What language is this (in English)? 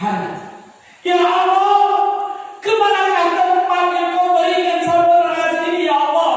Achinese